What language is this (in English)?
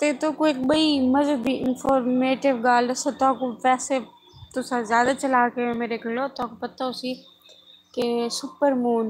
Saraiki